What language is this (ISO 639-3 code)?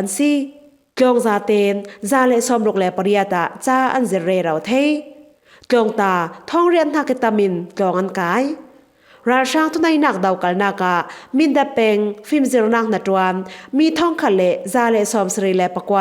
cfm